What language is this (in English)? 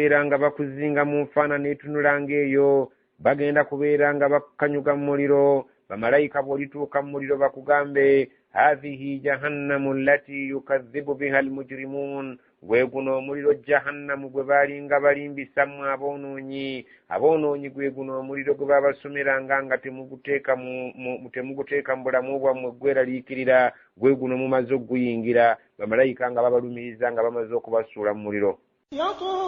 Ganda